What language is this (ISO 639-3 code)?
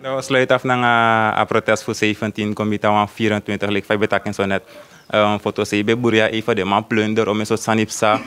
srn